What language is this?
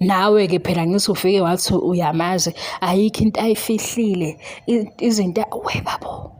Zulu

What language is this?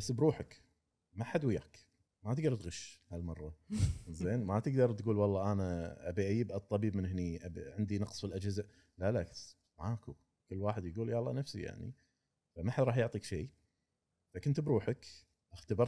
Gulf Arabic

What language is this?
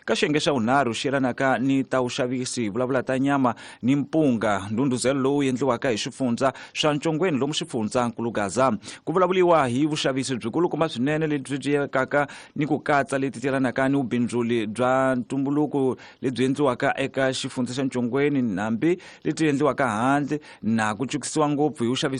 Tsonga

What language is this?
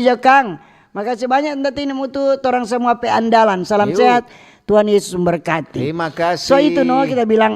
Manado Malay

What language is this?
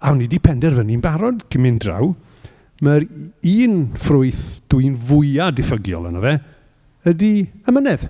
Welsh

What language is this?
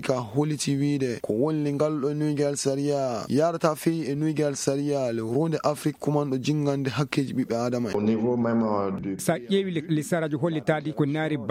Fula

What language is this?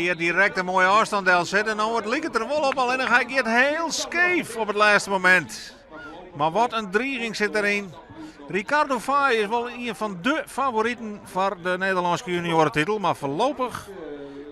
Western Frisian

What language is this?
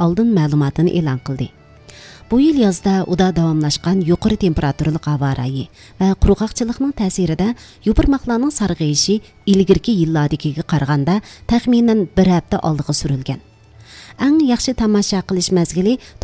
Uyghur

